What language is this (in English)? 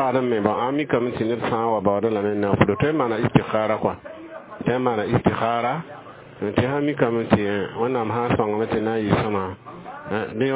Mossi